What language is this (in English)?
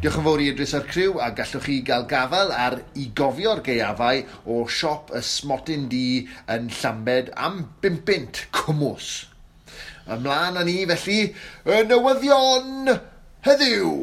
Welsh